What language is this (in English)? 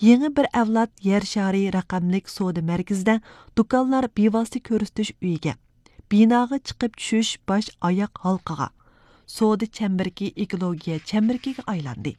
Uyghur